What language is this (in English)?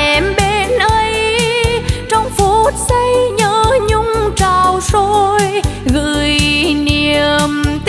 Vietnamese